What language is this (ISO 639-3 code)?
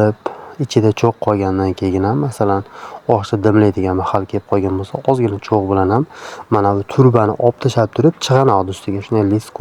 uzb